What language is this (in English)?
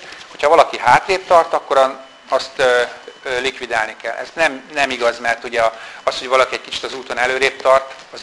Hungarian